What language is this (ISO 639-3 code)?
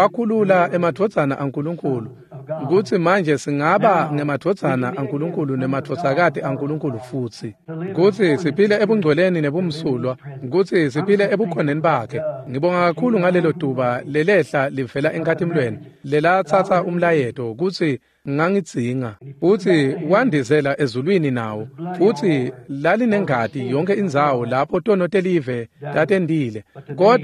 ssw